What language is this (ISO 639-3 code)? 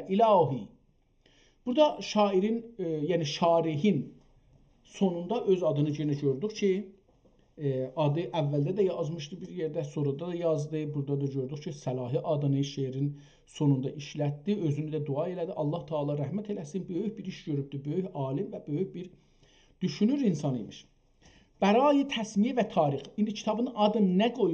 azb